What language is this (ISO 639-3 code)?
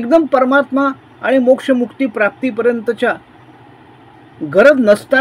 mar